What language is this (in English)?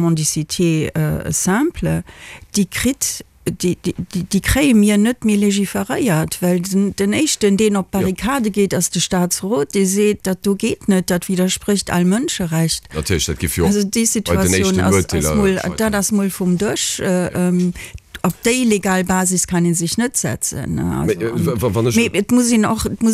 Luxembourgish